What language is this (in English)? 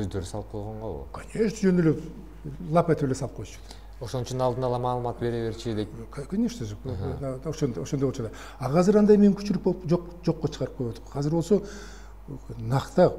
Kyrgyz